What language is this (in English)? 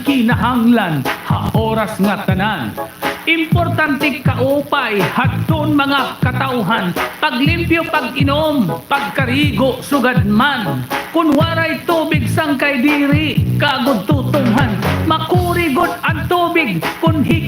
Waray